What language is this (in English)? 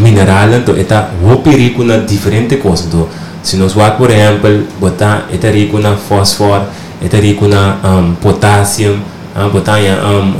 Papiamento